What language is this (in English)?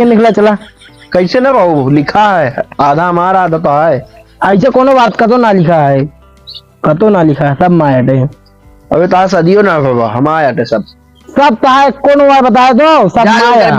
Awadhi